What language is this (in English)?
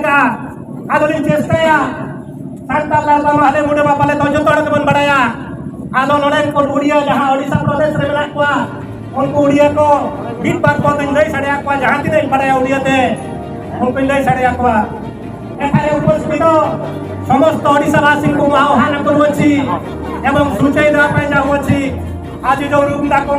Santali